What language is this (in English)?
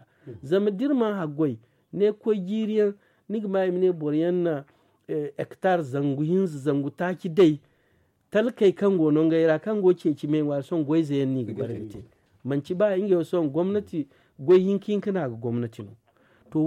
Zarma